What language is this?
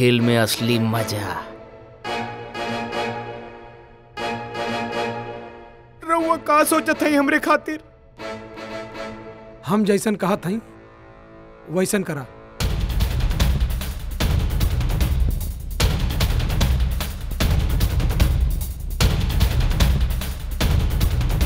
Bhojpuri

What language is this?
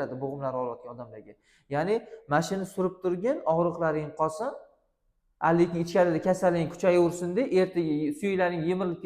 Uzbek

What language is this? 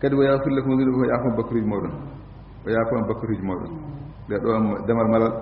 Fula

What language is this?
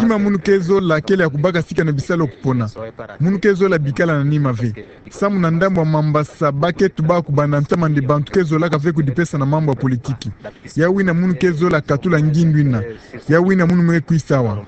Kituba (Democratic Republic of Congo)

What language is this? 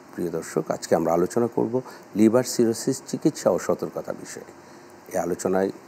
Bangla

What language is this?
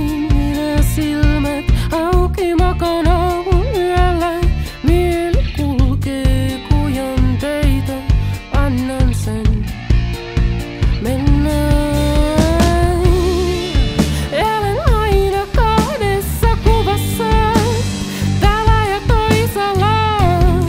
Finnish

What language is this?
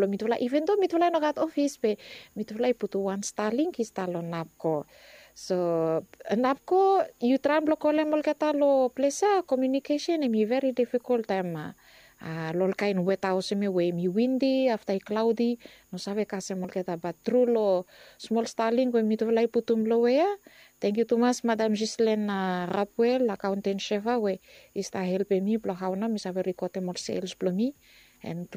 Bislama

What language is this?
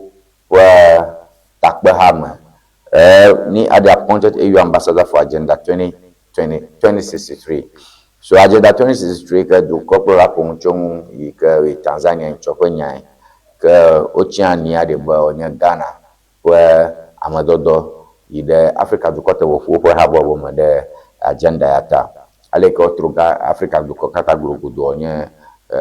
Ewe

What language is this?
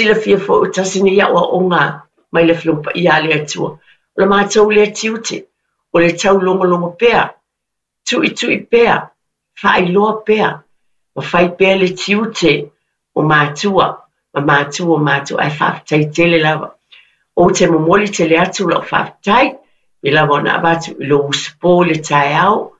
Samoan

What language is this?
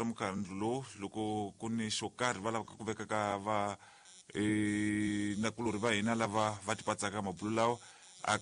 Tsonga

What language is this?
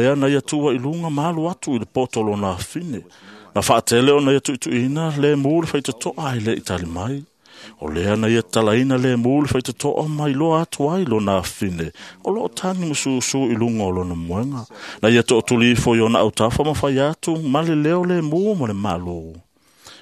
Samoan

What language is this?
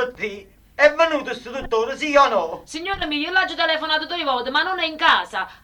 Neapolitan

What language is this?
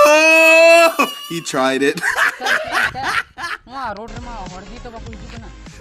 Santali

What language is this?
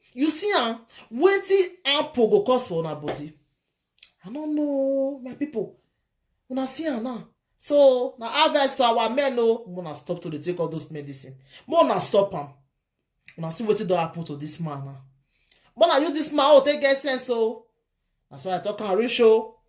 Nigerian Pidgin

